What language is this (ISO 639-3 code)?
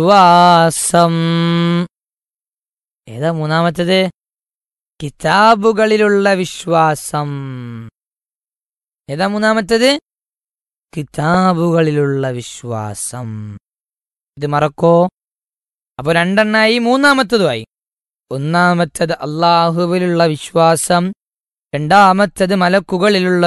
mal